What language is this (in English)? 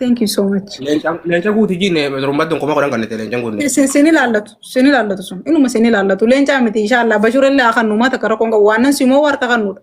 Oromo